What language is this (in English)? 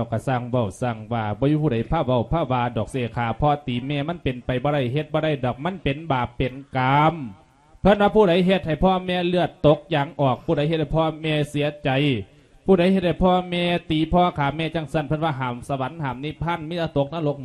Lao